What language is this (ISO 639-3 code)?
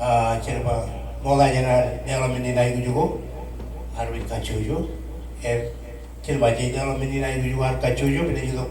mah